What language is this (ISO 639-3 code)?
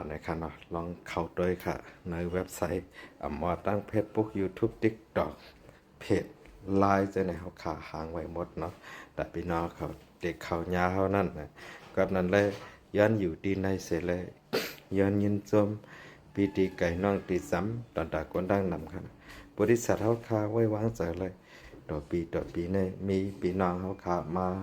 shn